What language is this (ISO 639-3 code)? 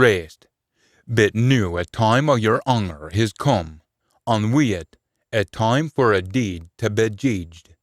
sco